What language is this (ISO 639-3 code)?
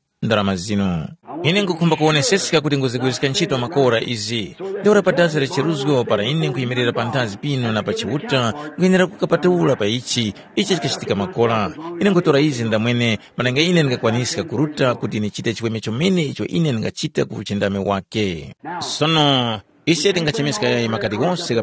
tum